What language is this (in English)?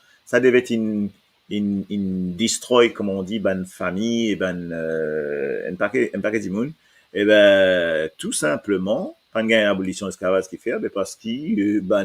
Morisyen